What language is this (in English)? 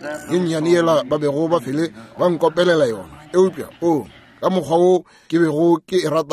Northern Sotho